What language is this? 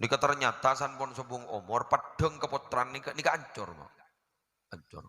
Madurese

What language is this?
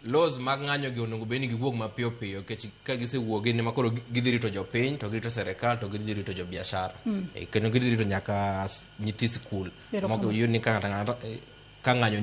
Luo (Kenya and Tanzania)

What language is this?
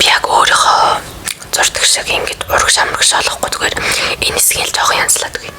Mongolian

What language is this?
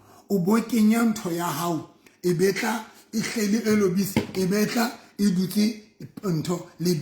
Southern Sotho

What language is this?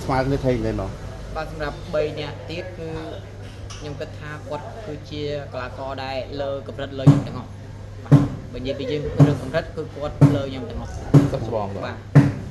Khmer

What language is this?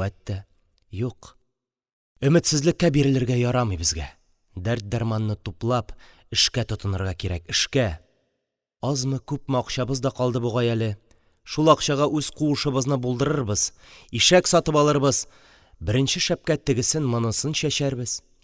Tatar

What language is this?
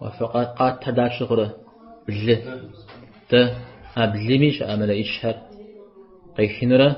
Kabardian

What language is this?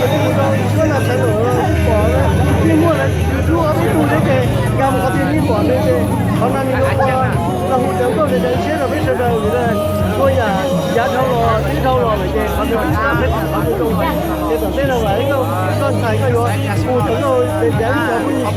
Hmong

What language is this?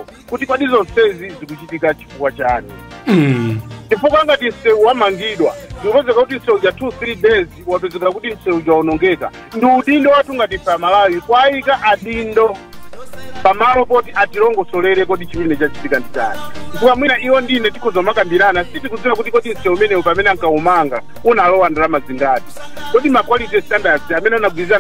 Nyanja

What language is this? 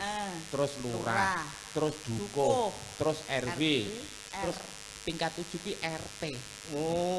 Javanese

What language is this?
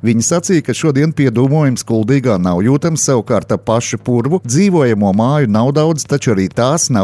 Latvian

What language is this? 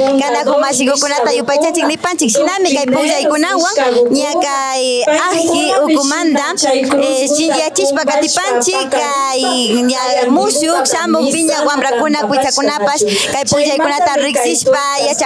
Imbabura Highland Quichua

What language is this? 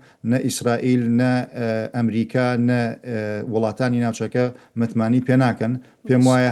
Central Kurdish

